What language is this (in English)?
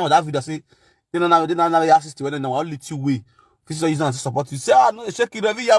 Nigerian Pidgin